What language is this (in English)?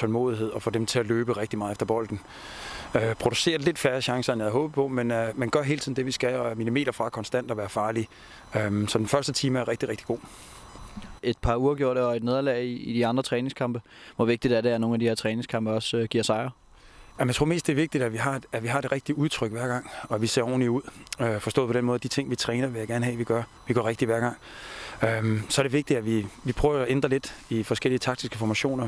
Danish